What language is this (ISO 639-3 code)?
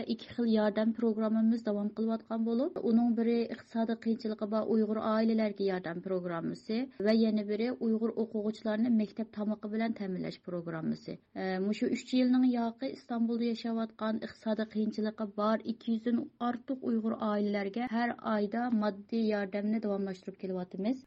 uig